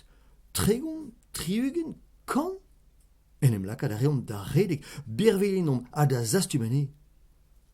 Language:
Breton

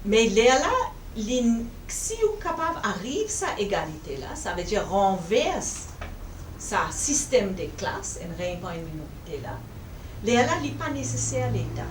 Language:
Morisyen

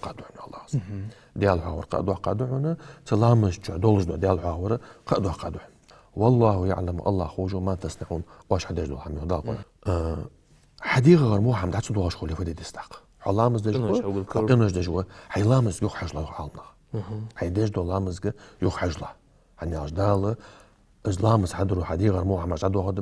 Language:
Ingush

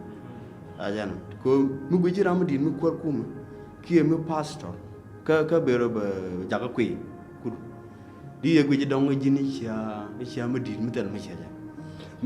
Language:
Nuer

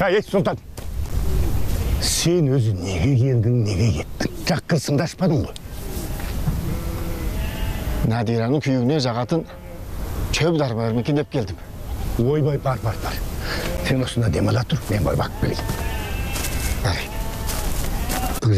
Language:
Kazakh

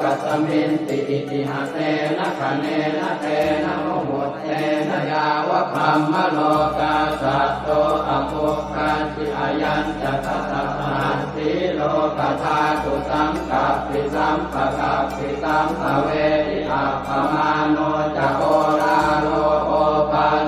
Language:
Pali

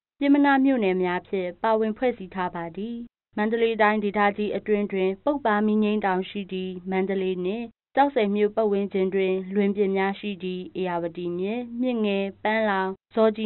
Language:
Burmese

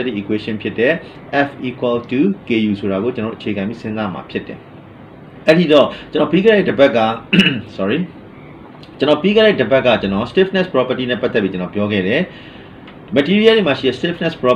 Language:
Burmese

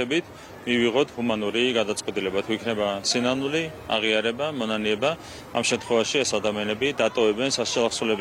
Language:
Georgian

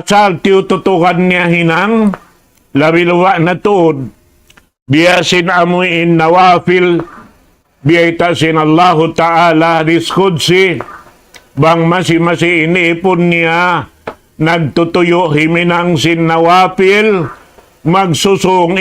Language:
Tausug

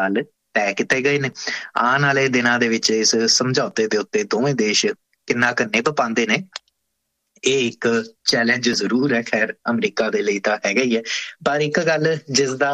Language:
Punjabi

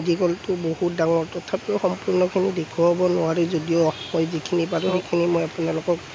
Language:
Assamese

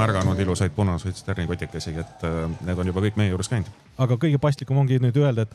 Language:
Estonian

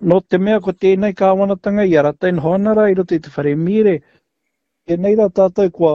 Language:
Māori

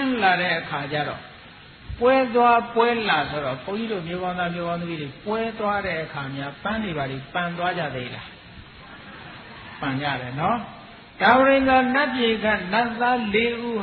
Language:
Burmese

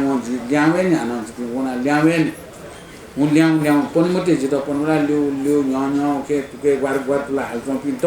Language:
Newari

